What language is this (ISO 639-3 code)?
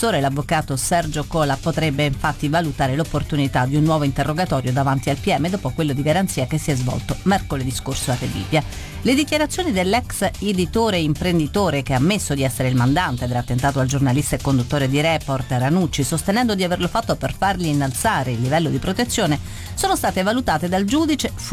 ita